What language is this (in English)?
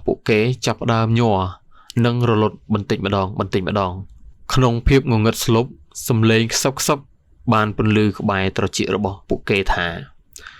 Khmer